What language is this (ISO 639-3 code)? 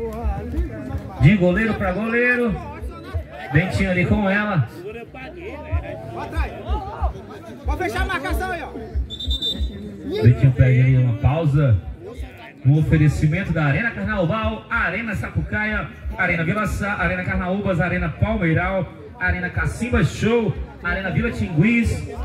por